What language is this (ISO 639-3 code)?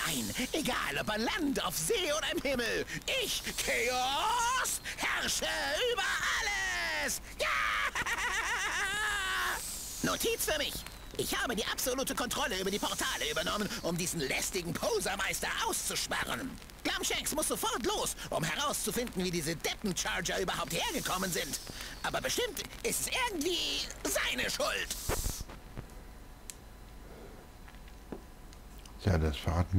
deu